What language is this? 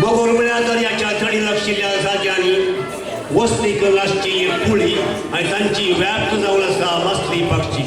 Konkani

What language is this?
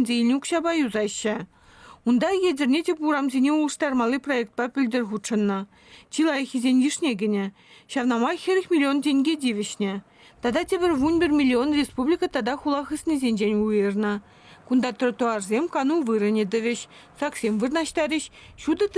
Chuvash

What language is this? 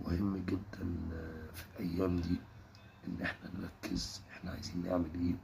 Egyptian Arabic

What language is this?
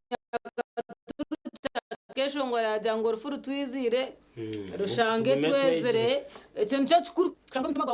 Nyankole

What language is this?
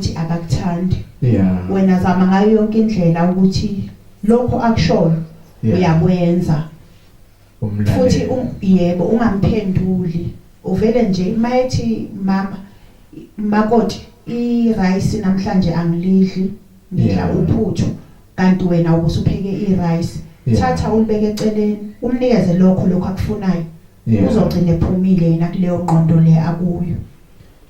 Zulu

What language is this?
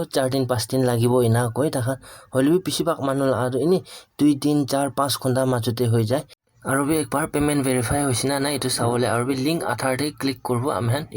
Naga Pidgin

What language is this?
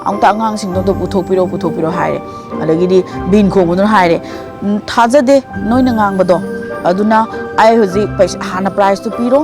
Manipuri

